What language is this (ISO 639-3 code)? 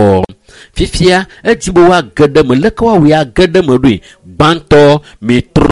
ewe